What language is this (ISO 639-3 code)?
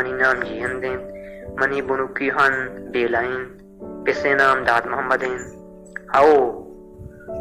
bal